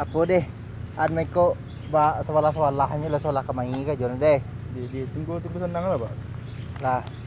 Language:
Minangkabau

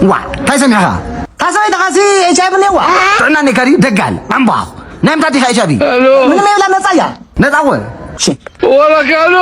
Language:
Tigrinya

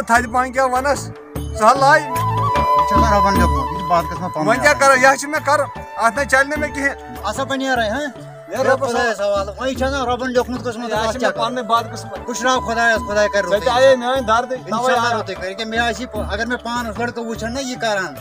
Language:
Kashmiri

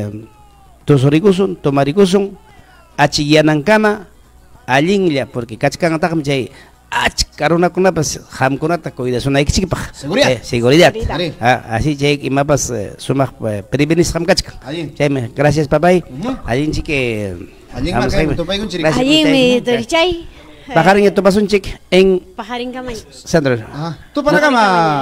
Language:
Ayacucho Quechua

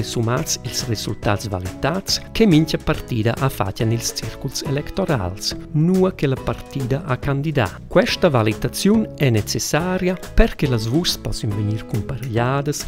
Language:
Romansh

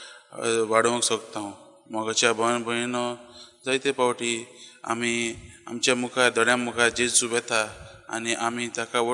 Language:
Konkani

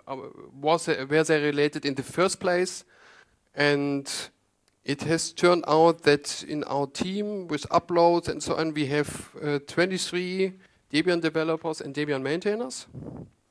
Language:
English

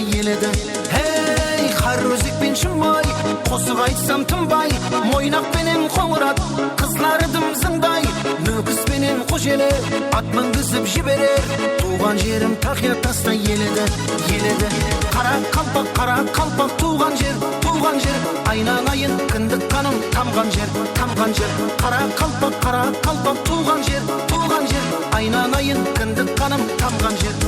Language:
Kara-Kalpak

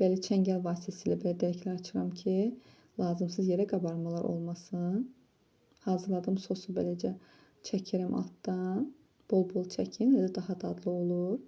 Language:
Azerbaijani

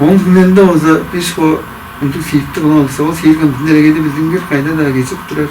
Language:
Tuvinian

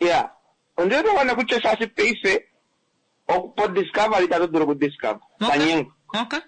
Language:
Kuanyama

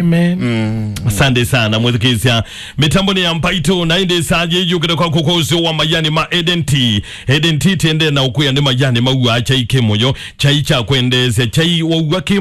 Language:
Kamba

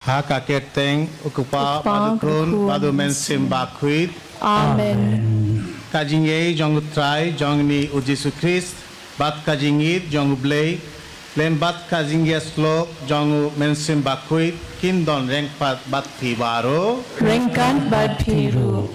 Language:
Khasi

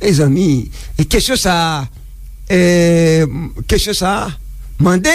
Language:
Haitian Creole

